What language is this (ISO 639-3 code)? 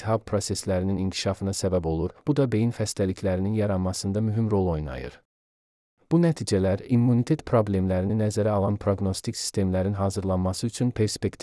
aze